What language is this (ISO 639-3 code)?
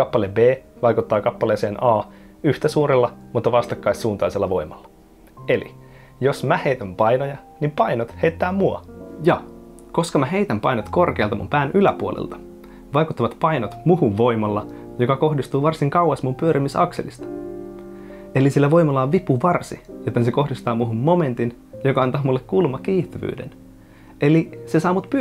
fin